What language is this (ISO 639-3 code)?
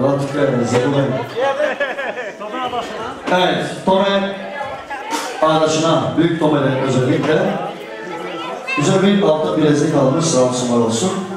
tur